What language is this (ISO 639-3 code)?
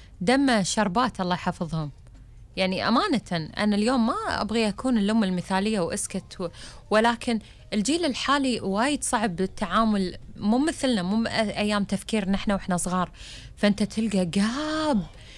afb